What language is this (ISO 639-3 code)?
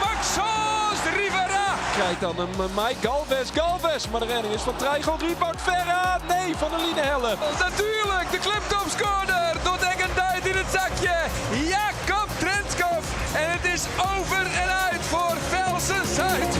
fry